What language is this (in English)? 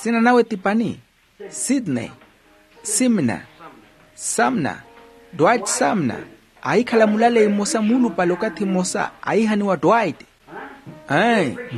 Makhuwa